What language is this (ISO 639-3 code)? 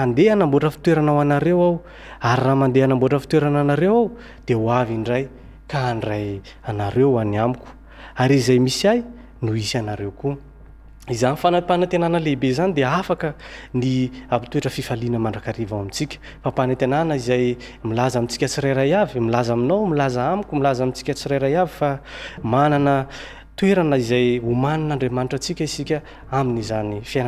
mlg